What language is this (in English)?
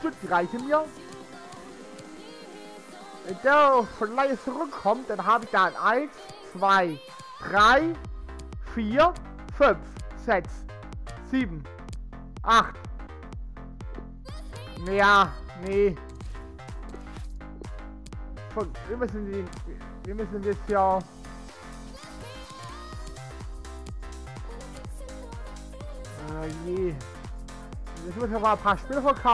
German